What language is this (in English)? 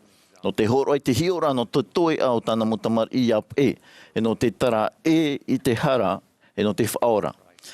Tahitian